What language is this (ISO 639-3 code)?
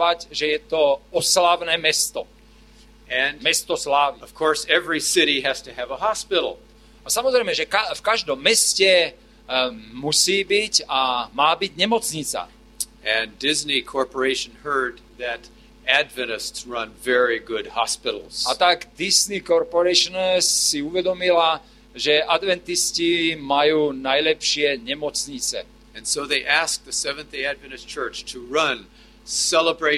slk